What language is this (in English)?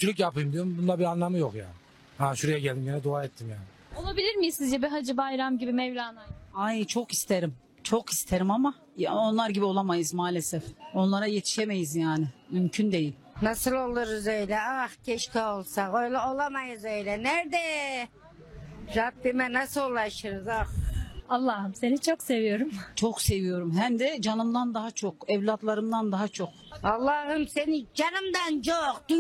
Turkish